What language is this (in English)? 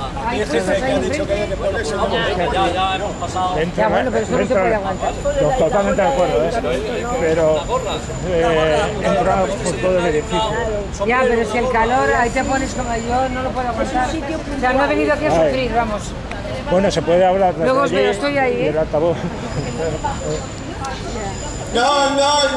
Spanish